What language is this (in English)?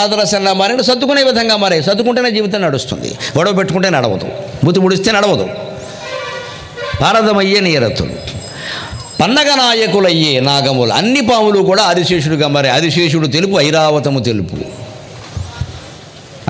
Telugu